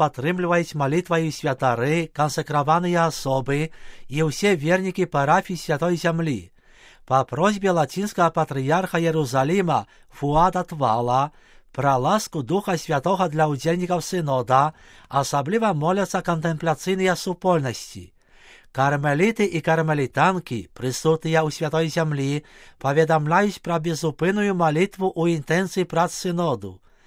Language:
Belarusian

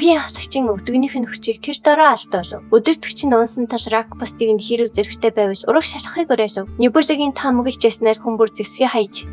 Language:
Mongolian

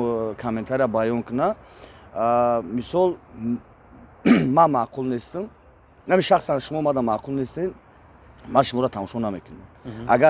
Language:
Tajik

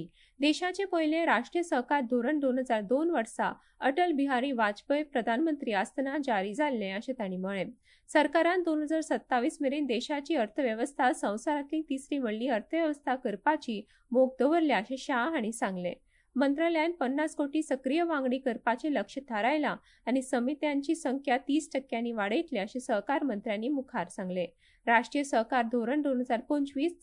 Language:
Konkani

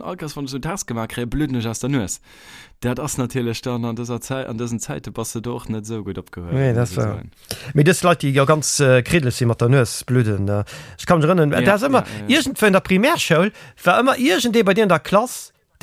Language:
Luxembourgish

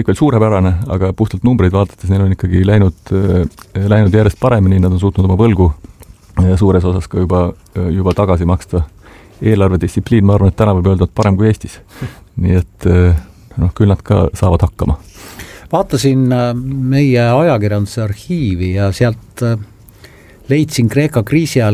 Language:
Estonian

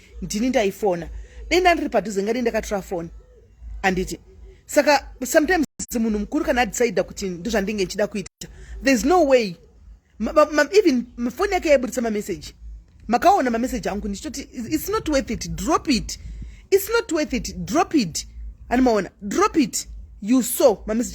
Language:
Shona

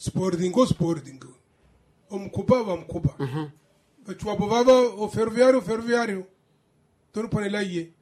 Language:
Makhuwa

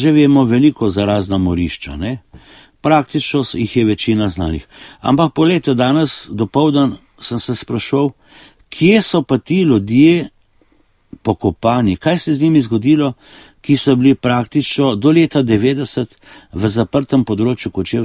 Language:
Slovenian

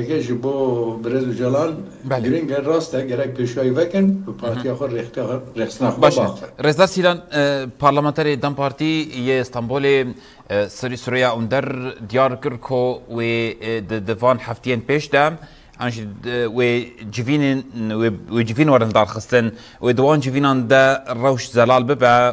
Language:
Kurdish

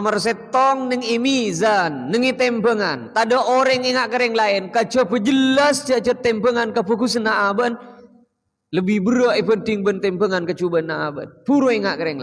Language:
Madurese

